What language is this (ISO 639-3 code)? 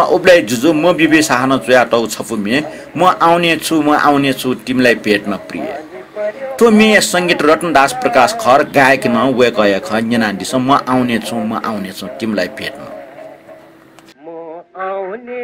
new